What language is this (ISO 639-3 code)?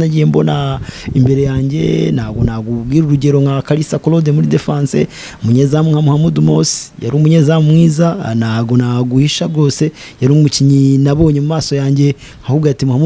kin